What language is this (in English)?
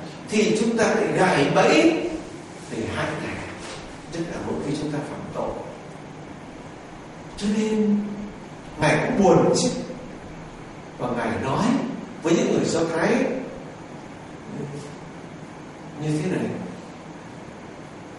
Vietnamese